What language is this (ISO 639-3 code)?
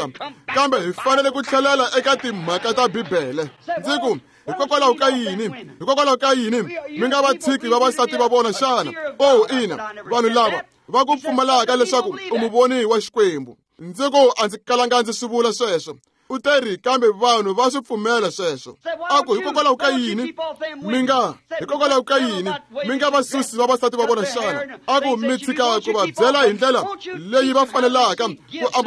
tso